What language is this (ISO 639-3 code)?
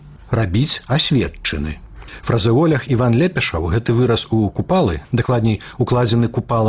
bel